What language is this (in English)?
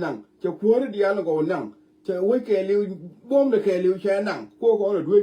Nuer